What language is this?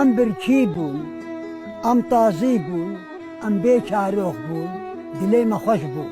Kurdish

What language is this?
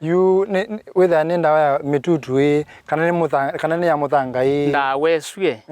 Kamba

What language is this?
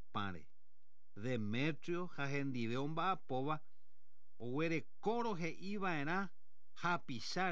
Guarani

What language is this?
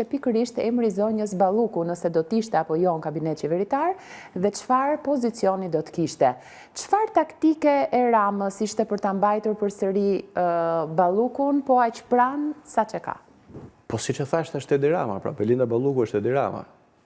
Albanian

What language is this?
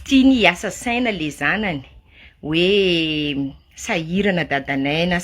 Malagasy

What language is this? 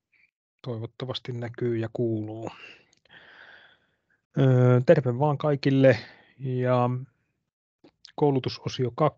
Finnish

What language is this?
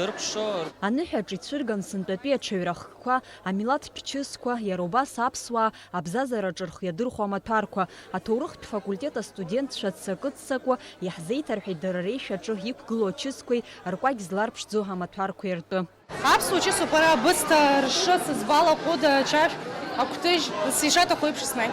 Abkhazian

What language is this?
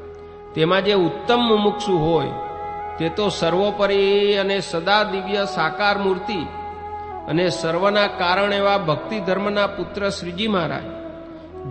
Gujarati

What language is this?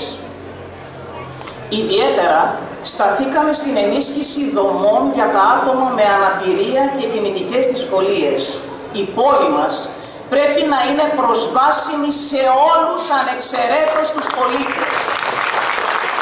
Greek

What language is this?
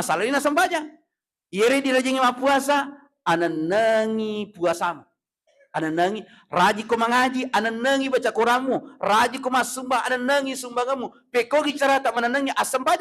Buginese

